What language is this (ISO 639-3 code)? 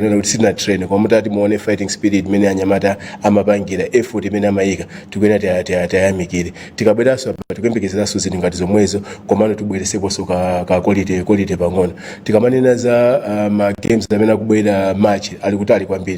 nya